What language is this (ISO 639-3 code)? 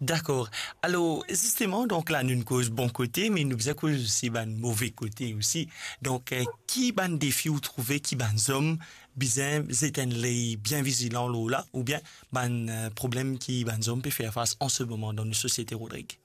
mfe